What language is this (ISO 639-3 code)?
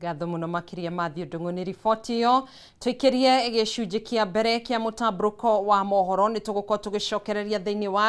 kik